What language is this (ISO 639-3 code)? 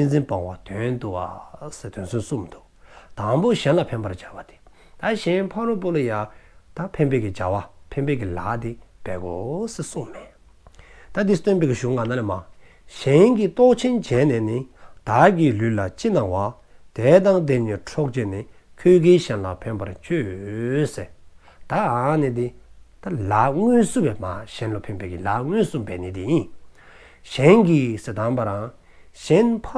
dzo